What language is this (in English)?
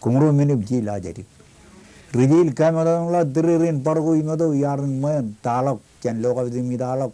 Marshallese